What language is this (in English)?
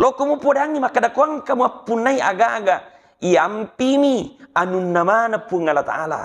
Buginese